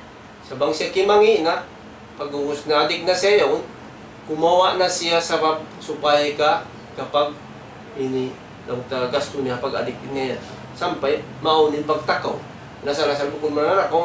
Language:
Tausug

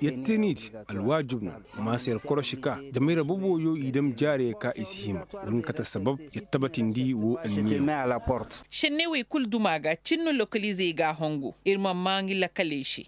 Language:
Koyraboro Senni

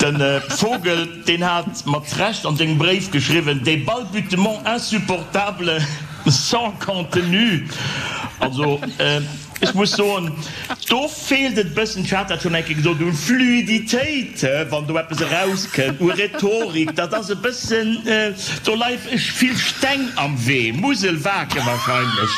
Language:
Luxembourgish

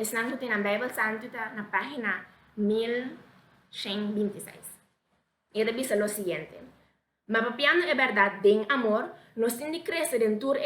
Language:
Papiamento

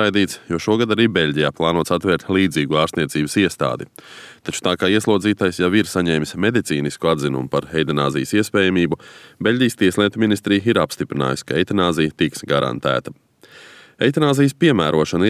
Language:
Latvian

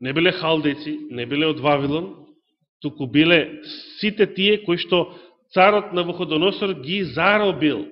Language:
Macedonian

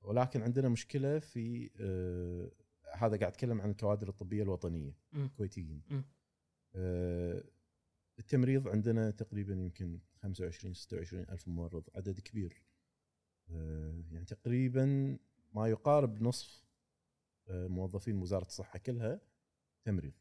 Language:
Gulf Arabic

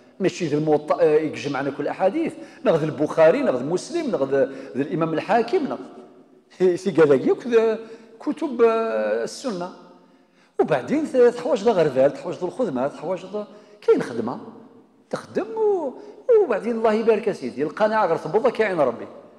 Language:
Kabyle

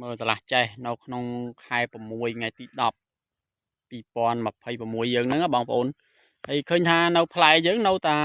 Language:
Khmer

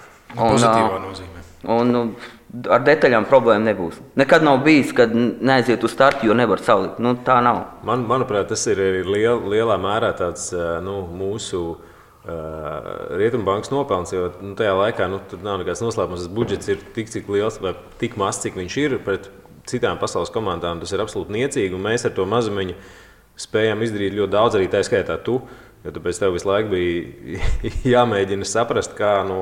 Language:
Latvian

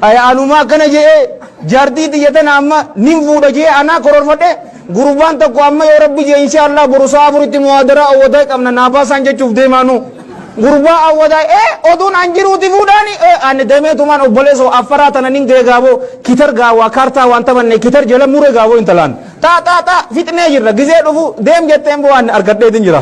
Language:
Oromo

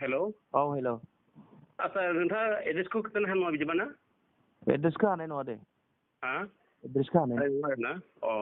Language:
Bodo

